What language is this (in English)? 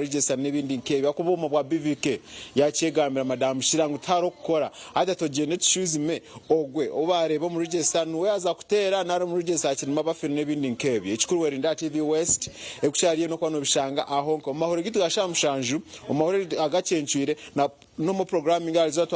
Nyankole